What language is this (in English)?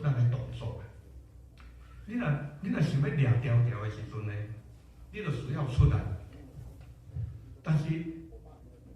Min Nan Chinese